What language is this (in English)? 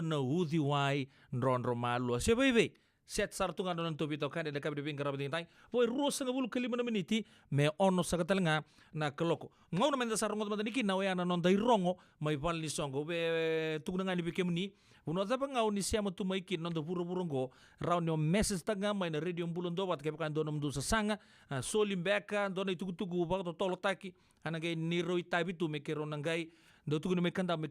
Fijian